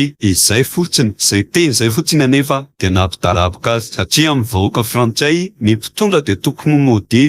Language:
Malagasy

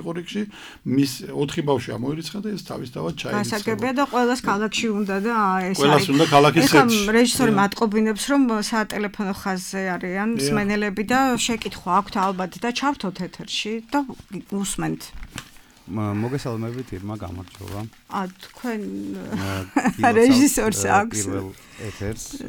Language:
Georgian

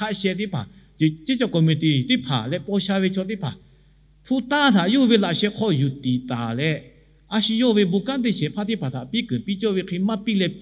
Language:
Lahu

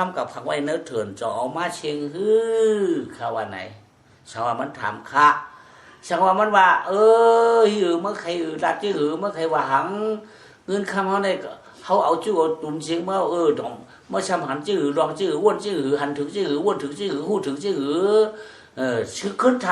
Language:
Shan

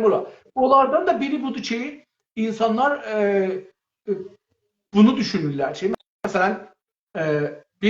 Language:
South Azerbaijani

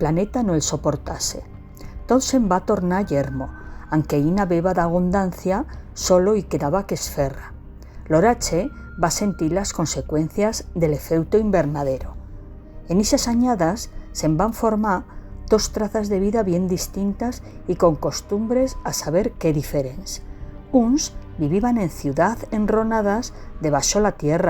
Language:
Aragonese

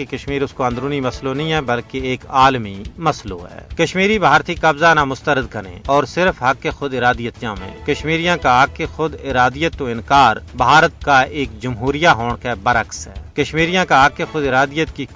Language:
Gujari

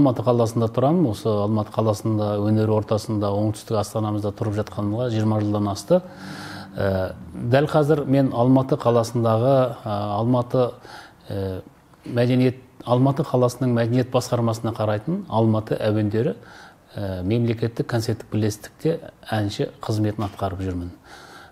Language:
Kazakh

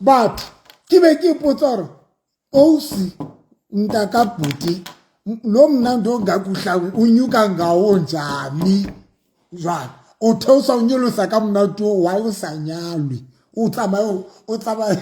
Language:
Southern Sotho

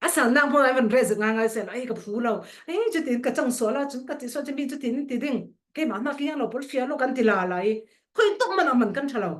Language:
Falam Chin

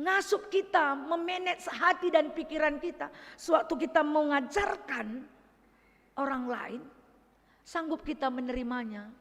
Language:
Batak Karo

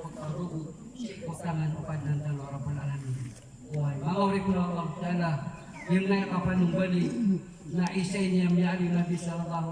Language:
Maranao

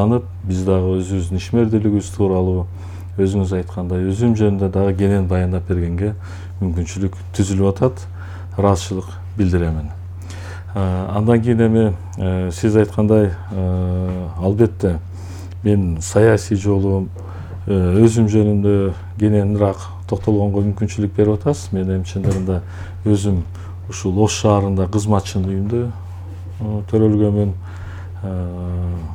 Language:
Kyrgyz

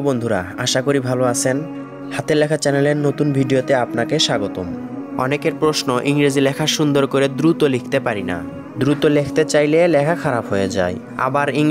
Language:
Bangla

